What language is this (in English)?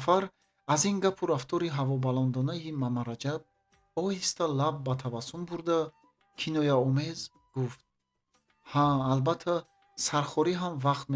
Tajik